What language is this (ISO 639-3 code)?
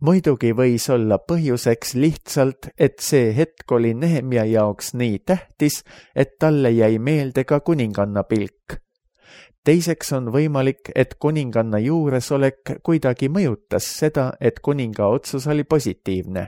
est